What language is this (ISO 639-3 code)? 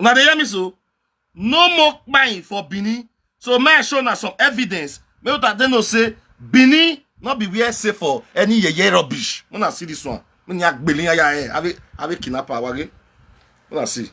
pcm